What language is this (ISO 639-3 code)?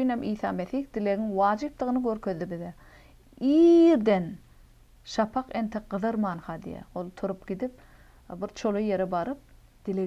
tuk